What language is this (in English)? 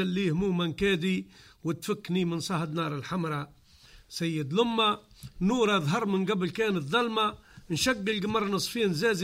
Tunisian Arabic